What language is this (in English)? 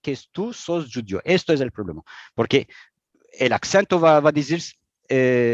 Ladino